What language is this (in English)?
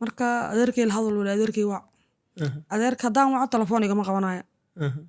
Somali